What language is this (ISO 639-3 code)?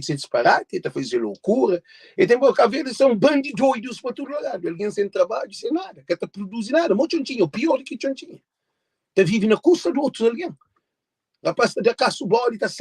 kea